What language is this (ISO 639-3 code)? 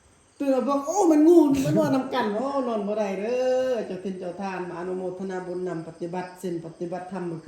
tts